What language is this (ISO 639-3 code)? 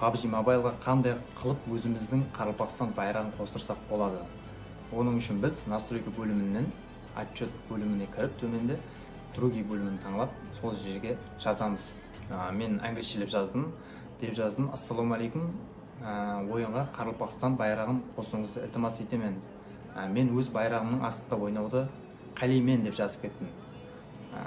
kaa